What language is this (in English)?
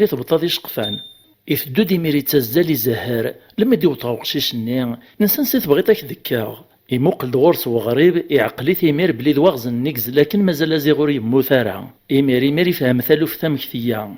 Kabyle